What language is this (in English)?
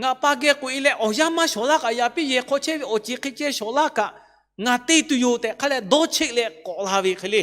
Lahu